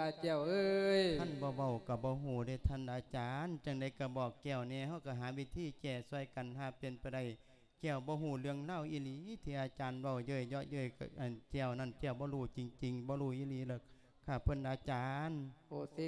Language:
Lao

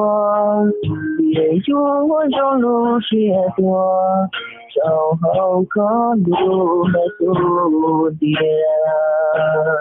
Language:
Hmong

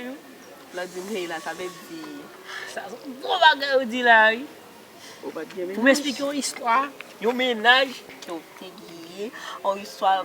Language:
Haitian Creole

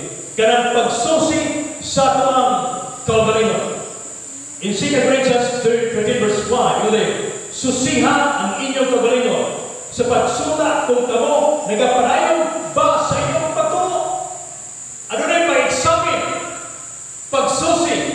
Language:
Cebuano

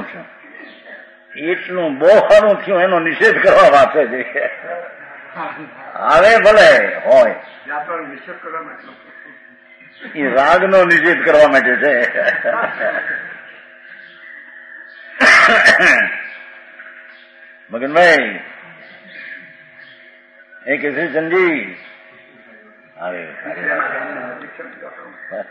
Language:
Gujarati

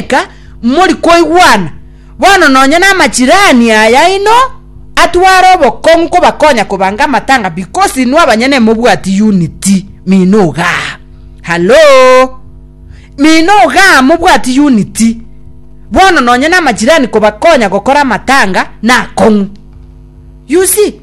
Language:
Gusii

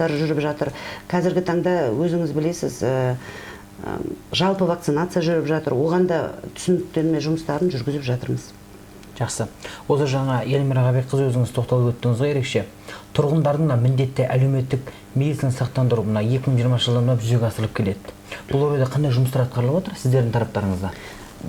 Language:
Kazakh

